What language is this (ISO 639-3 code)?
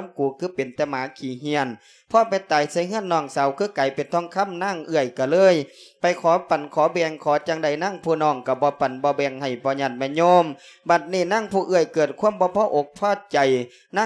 lao